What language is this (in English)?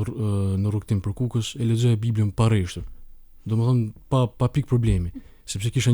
Albanian